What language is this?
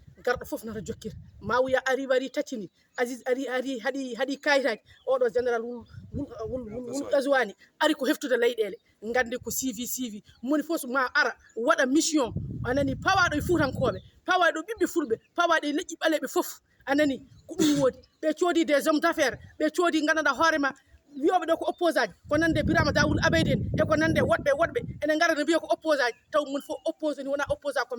Fula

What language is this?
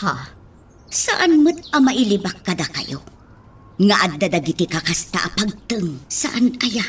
Iloko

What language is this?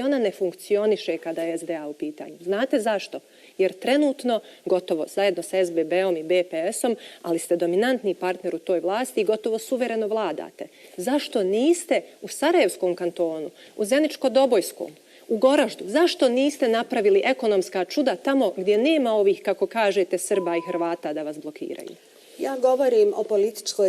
Bosnian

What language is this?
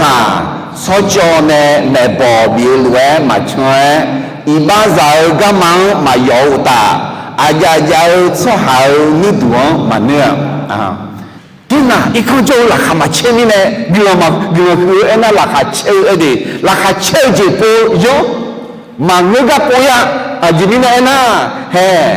Akha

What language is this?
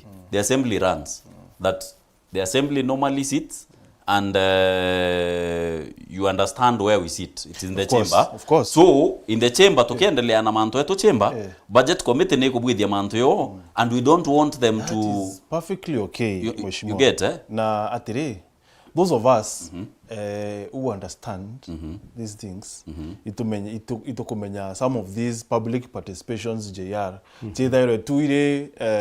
Meru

